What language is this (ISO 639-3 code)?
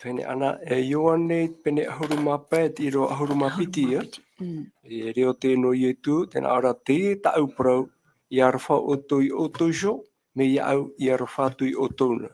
tah